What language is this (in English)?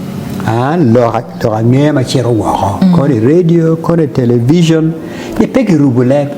Acoli